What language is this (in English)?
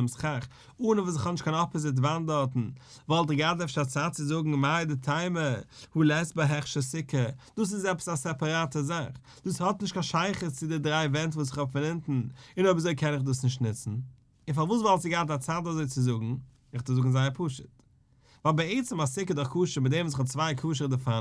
Yiddish